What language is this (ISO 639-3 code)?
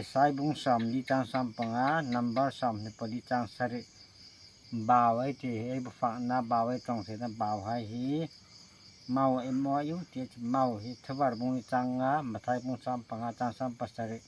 hmr